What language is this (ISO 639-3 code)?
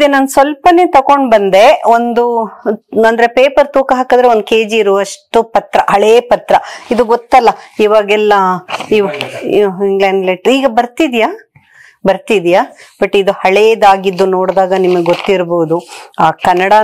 kan